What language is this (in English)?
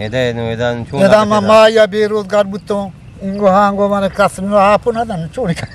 Eastern Balochi